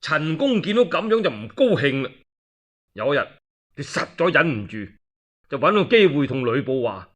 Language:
Cantonese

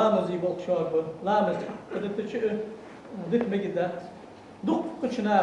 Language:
Ingush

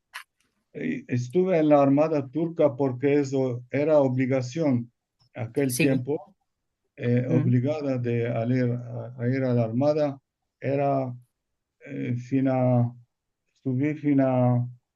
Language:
Ladino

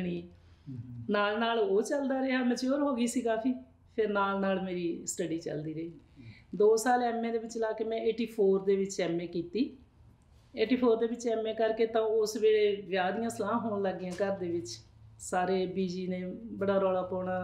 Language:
Punjabi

